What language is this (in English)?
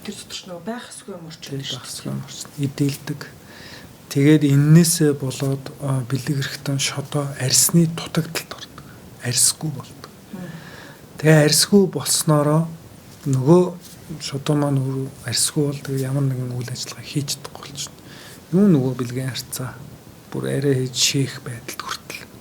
Mongolian